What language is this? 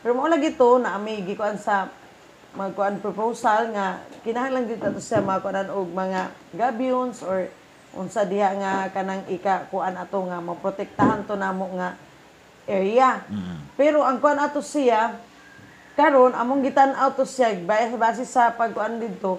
Cebuano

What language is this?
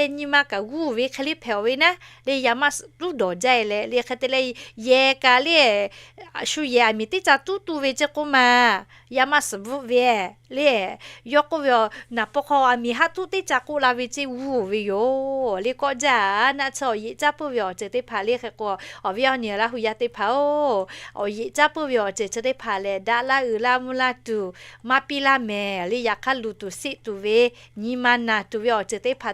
Lahu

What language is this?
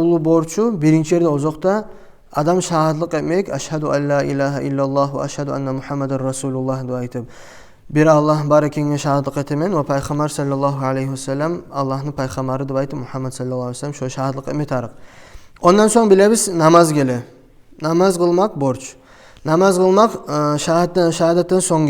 Kumyk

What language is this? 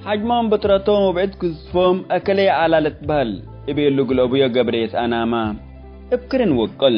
Tigre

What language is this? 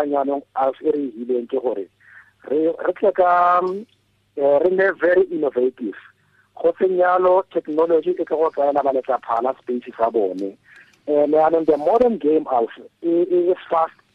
Tswana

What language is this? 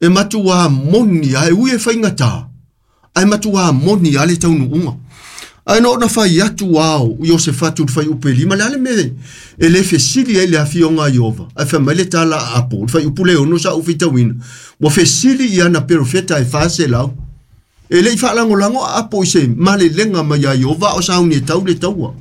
Samoan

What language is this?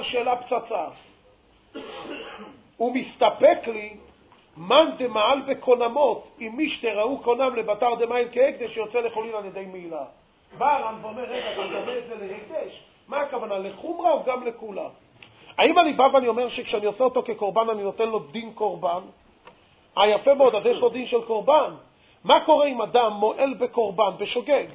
Hebrew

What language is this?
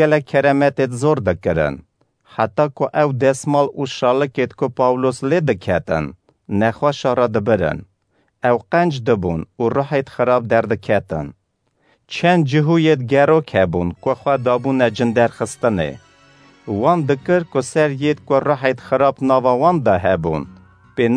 Kurdish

